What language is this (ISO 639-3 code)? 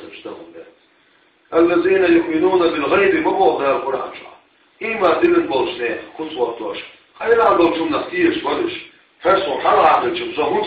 che